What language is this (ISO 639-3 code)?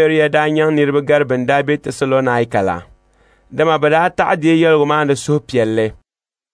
dag